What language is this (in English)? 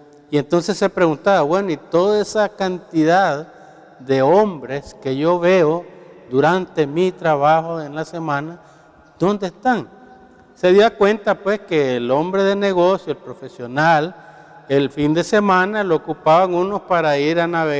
Spanish